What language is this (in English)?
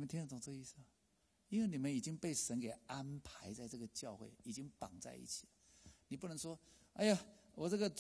Chinese